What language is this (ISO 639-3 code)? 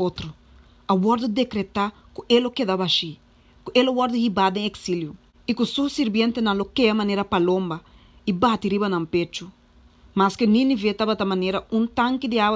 pap